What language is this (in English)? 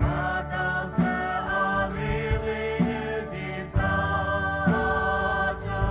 Poumei Naga